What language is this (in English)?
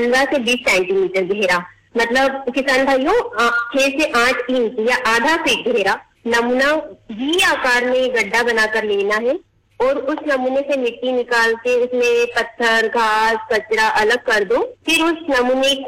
Hindi